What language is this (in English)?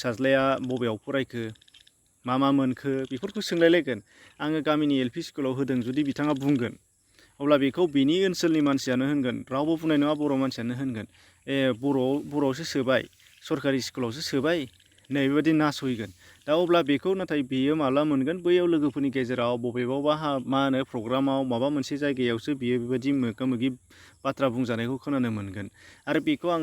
Bodo